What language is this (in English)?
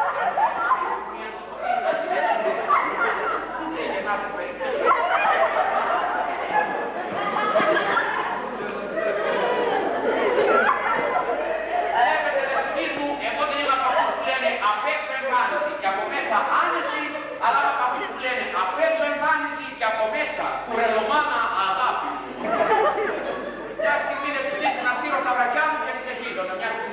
Greek